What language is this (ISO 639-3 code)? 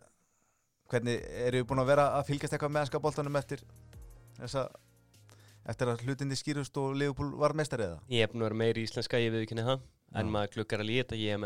isl